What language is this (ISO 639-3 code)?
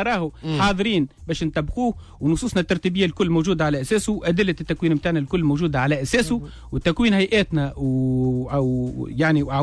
aeb